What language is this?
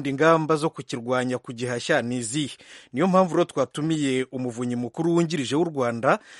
Kinyarwanda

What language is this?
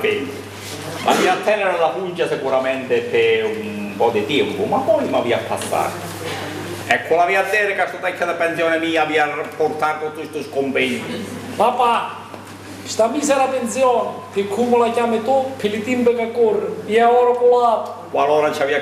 Sicilian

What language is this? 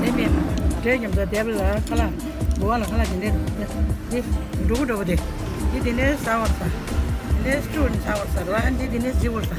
Tibetan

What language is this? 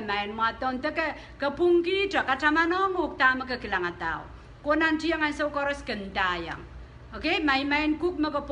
Pohnpeian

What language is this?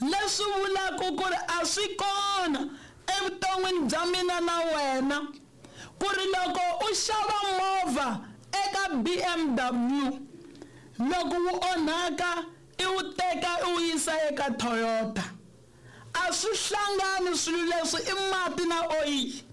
Tsonga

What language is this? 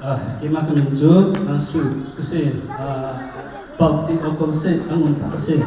Hakha Chin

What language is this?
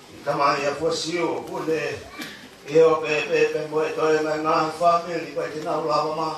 Tongan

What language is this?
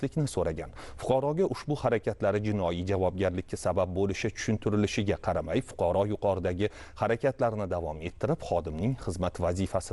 Uzbek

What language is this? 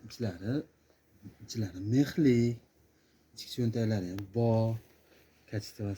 Uzbek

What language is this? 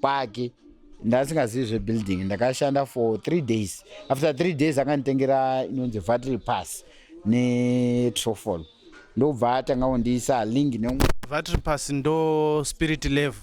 Shona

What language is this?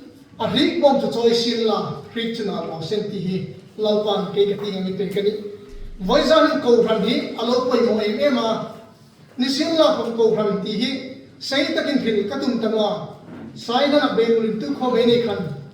Hmar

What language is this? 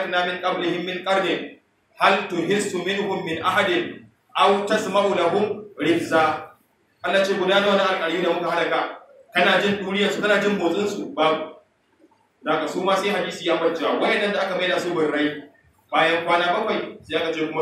Hausa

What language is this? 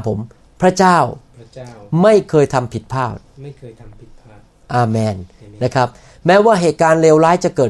Thai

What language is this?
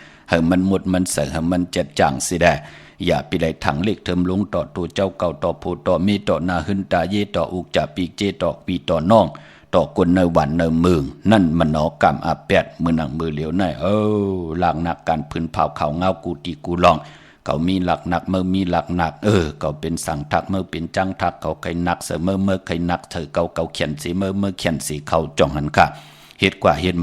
Shan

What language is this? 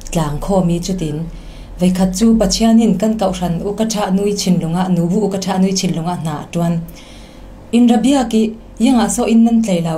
Falam Chin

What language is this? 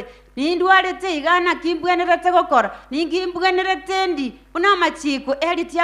Gusii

